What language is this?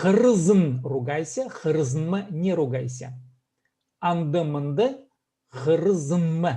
Khakas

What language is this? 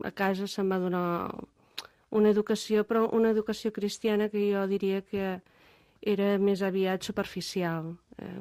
Catalan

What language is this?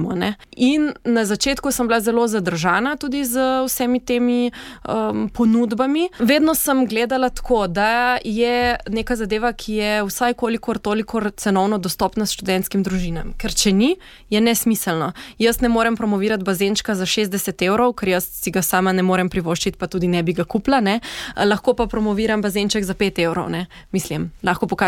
Slovenian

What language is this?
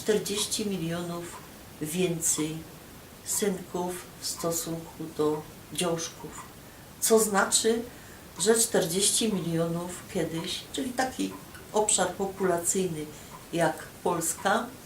Silesian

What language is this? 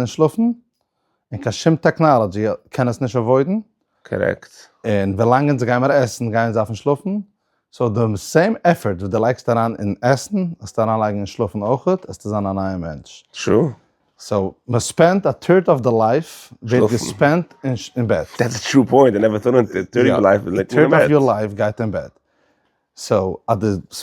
Yiddish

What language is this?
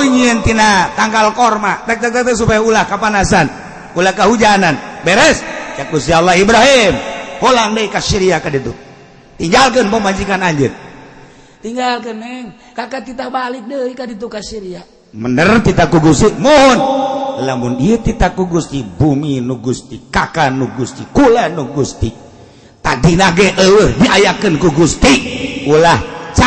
Sundanese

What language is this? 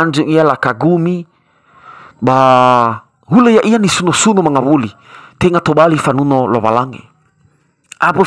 Nias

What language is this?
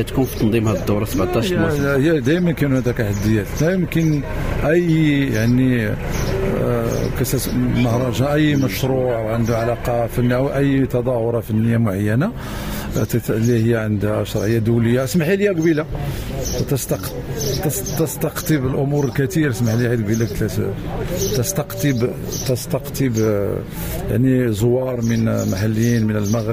Moroccan Arabic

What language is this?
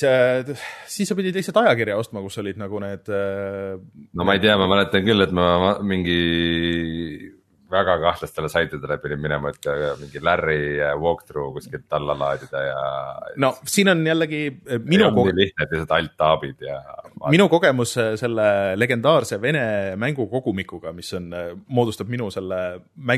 Estonian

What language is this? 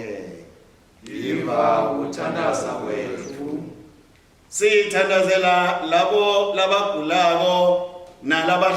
Swati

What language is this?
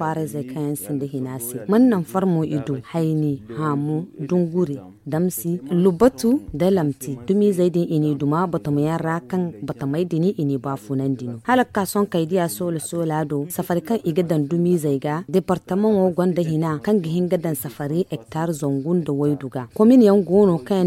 Zarma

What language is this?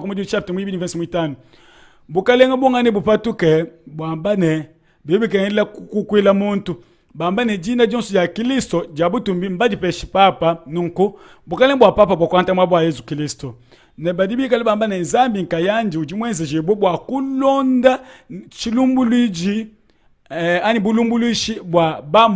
Luba-Lulua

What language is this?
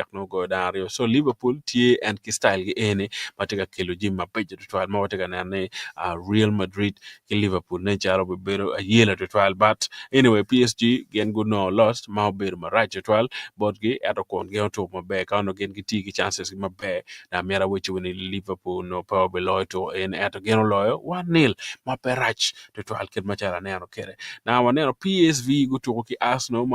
Acoli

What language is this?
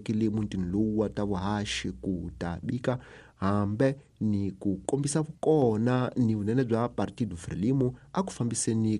Tsonga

